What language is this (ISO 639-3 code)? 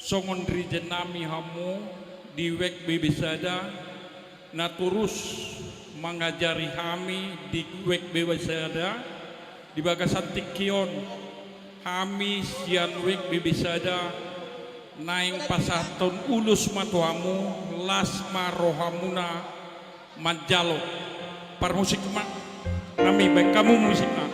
bbc